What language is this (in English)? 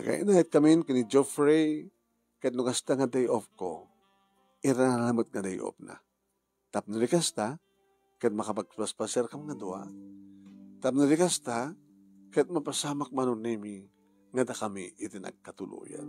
Iloko